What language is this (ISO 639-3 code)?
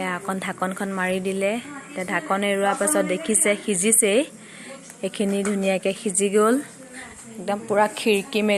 asm